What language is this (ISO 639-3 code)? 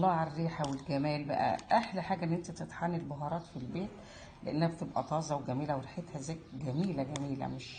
arz